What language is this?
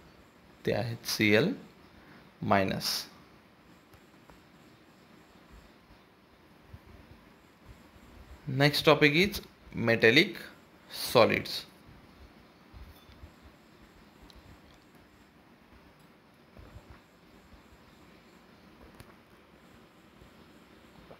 Marathi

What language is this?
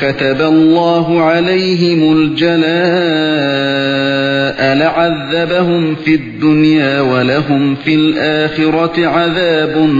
Uyghur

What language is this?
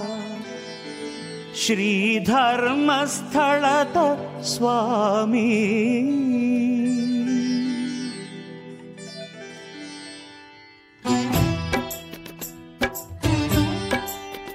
Kannada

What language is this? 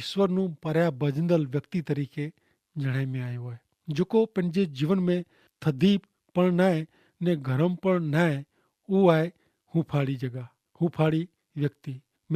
Kachhi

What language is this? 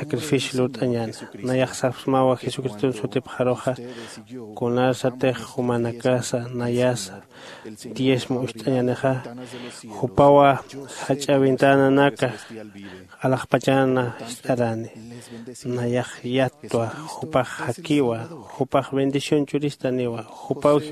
Aymara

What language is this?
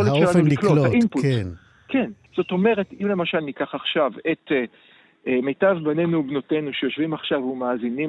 Hebrew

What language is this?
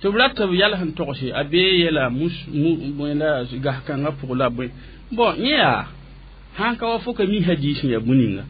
Mossi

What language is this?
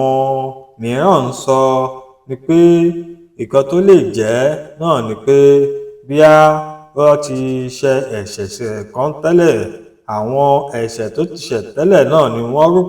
Yoruba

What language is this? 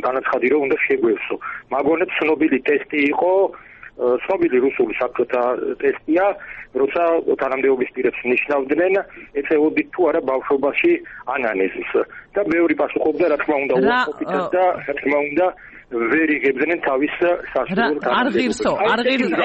Georgian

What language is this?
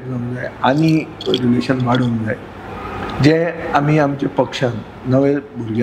Konkani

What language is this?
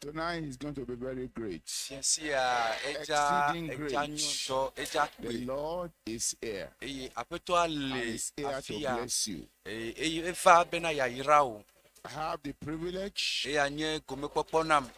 Ewe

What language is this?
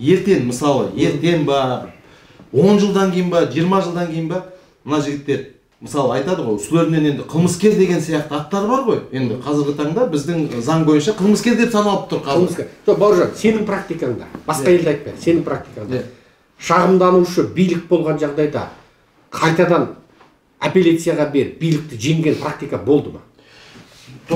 Kazakh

